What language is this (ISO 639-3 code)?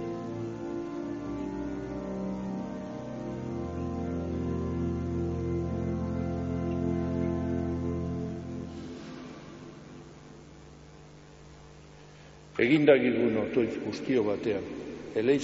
eus